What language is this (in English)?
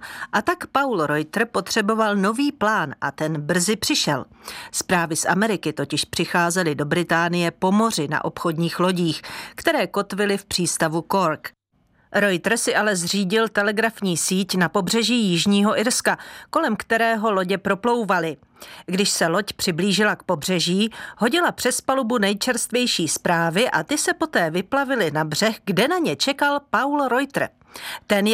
Czech